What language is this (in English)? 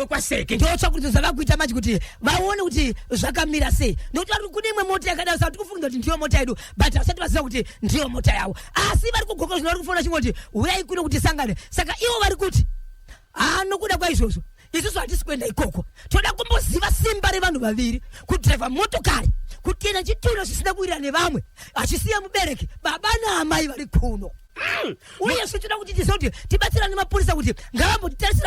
Shona